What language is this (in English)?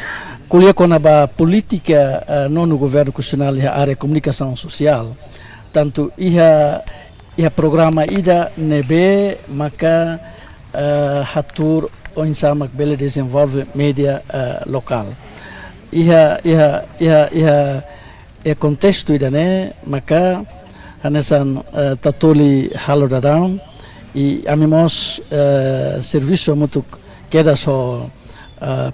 Tetum